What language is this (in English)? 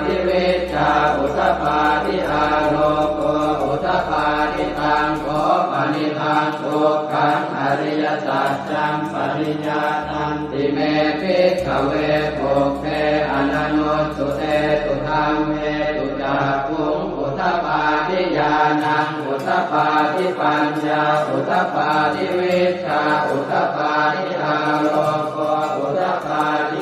Pali